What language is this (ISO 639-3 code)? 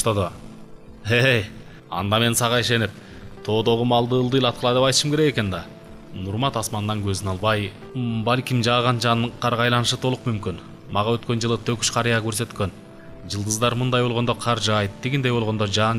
kir